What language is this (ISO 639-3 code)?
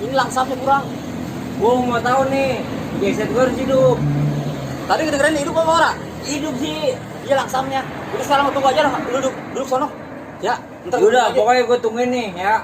bew